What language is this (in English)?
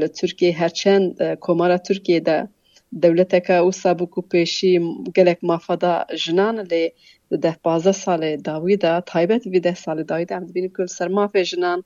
Kurdish